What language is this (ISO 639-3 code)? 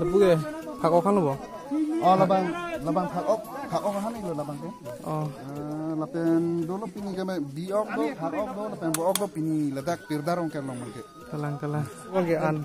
mjw